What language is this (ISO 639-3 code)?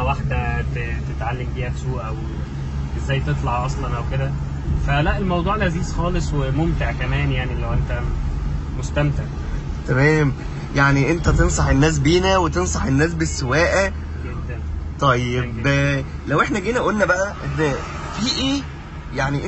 arz